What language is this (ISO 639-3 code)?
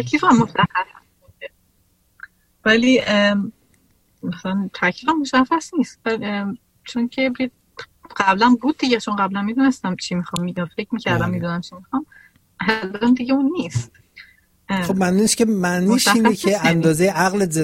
fas